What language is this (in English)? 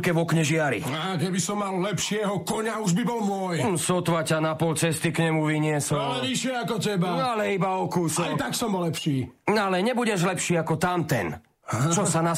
Slovak